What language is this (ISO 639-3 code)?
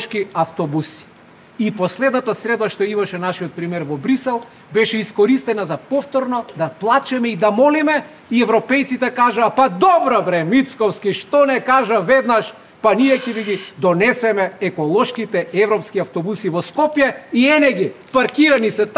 mkd